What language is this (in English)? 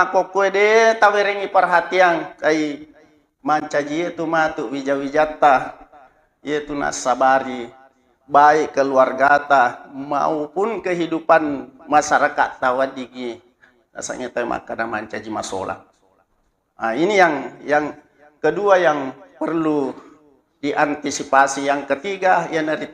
Buginese